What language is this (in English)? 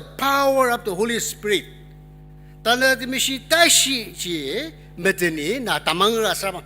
Ao Naga